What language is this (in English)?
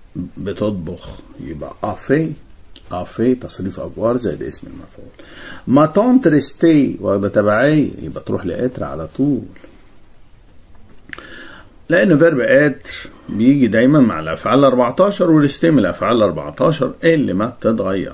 Egyptian Arabic